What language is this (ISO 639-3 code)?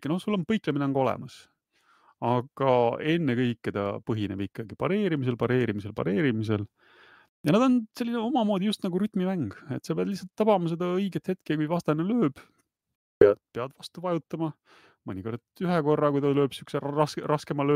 est